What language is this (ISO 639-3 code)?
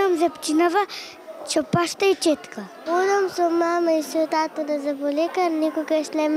mkd